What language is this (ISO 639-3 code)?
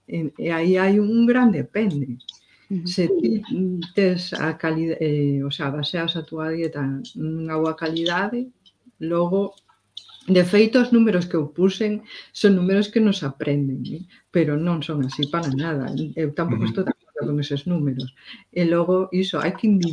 glg